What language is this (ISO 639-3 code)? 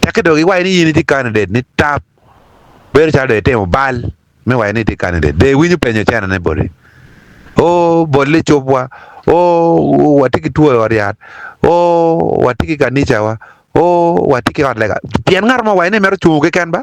ach